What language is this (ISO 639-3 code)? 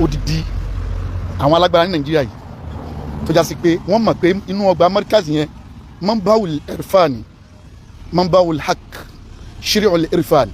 yor